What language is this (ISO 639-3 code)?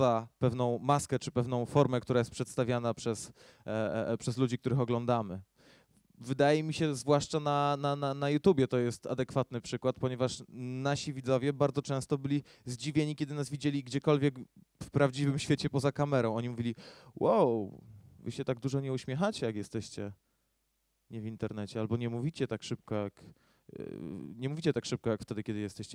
pol